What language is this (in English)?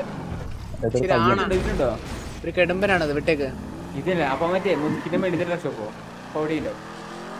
Malayalam